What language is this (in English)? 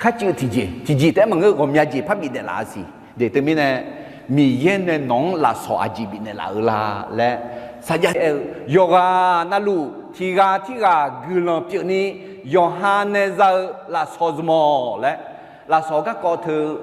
Akha